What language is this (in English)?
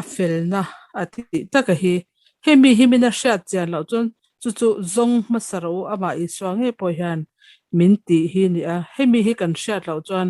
Mizo